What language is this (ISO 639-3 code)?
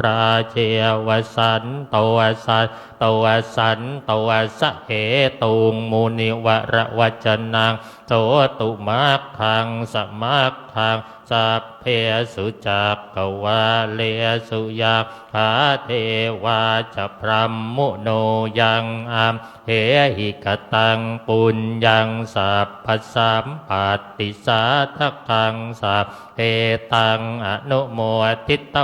pli